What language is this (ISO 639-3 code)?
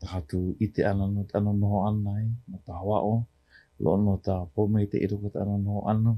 haw